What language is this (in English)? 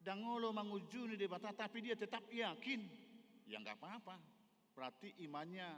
Batak Toba